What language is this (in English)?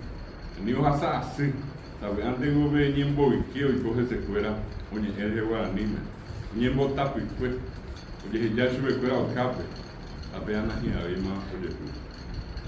Guarani